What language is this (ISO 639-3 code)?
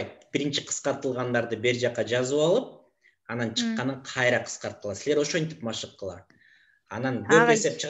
kir